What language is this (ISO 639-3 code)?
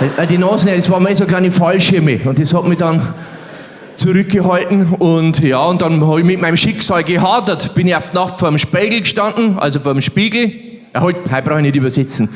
bar